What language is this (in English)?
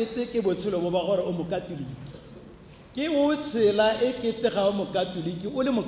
Tswana